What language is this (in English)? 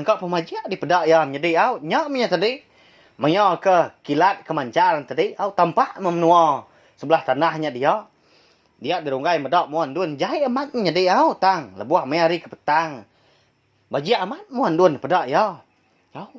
Iban